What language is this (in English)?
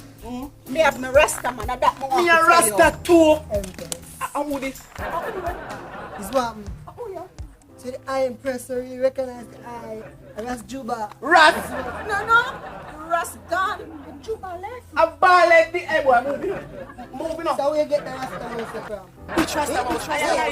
Jamaican Creole English